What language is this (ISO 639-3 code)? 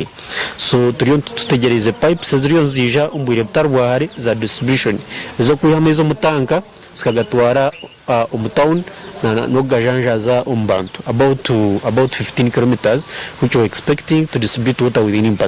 nyn